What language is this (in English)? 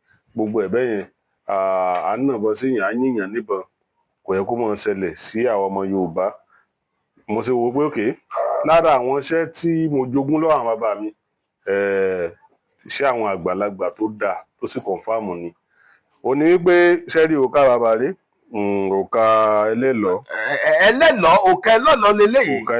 Yoruba